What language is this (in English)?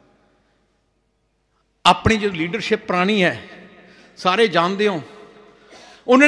Punjabi